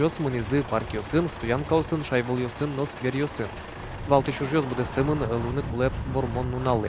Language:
Udmurt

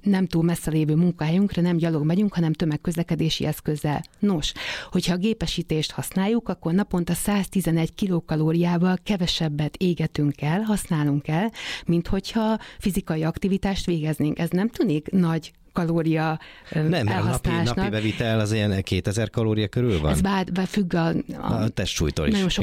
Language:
Hungarian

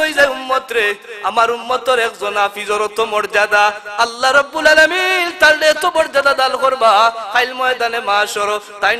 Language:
Sylheti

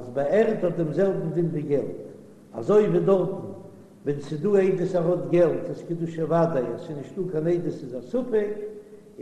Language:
Yiddish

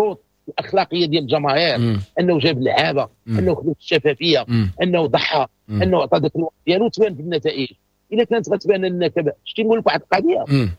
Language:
Moroccan Arabic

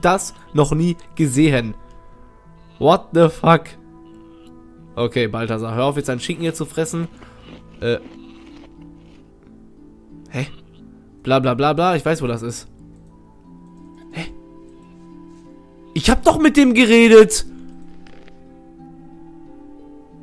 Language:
German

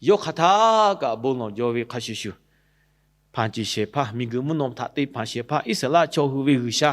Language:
Lahu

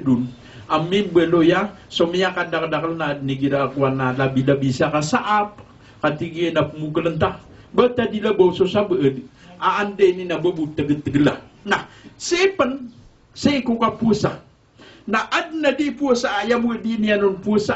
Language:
Maranao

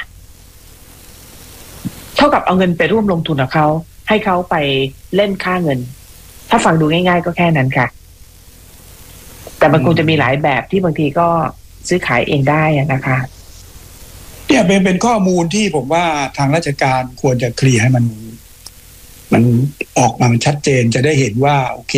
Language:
Thai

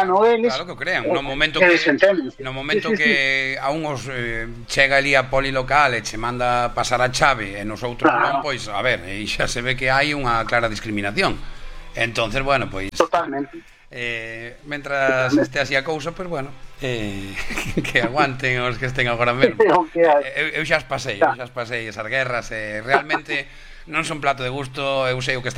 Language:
Galician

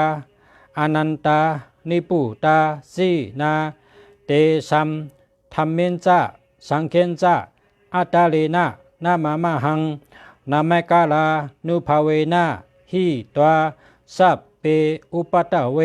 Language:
Shan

